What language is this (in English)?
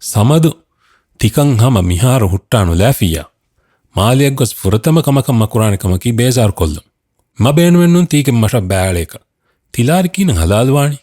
Divehi